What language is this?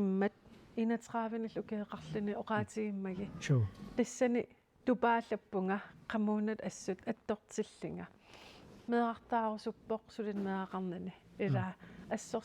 Kalaallisut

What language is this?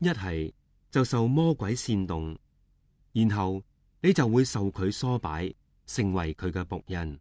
Cantonese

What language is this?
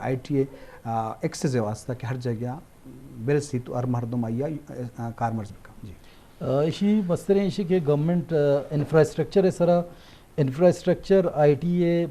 Eastern Balochi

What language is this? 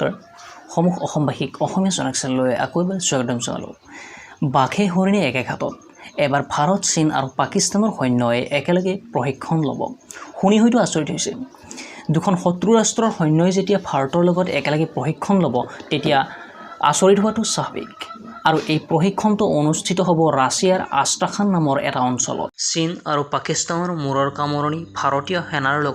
Assamese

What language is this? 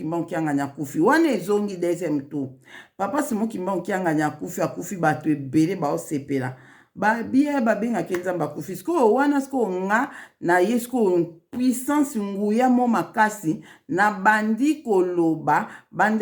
Lingala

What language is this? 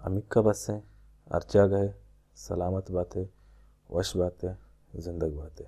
Baluchi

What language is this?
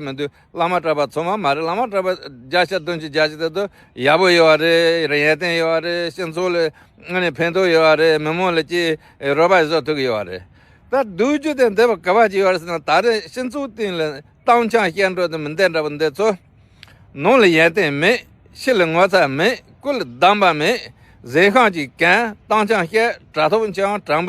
Tibetan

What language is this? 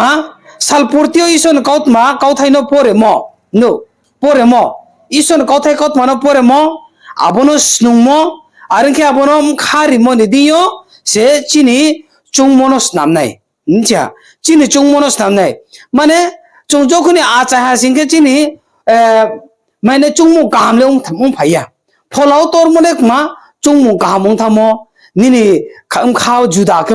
Riang (India)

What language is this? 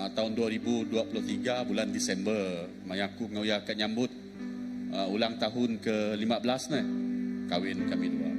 Iban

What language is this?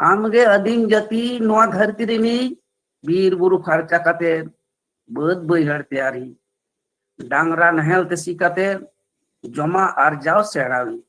Santali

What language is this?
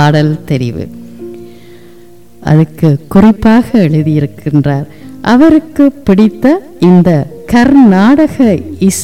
Tamil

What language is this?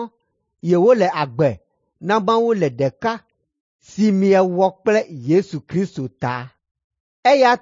Ewe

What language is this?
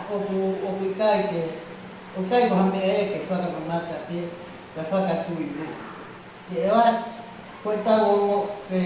Tongan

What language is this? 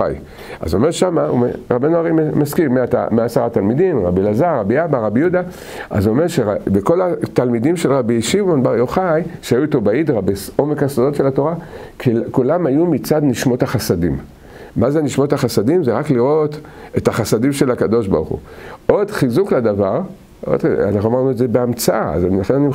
Hebrew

